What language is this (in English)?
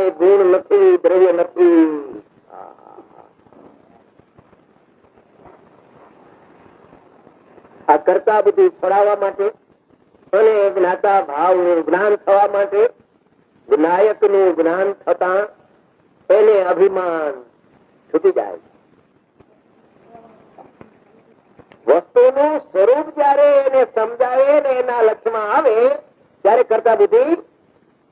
Gujarati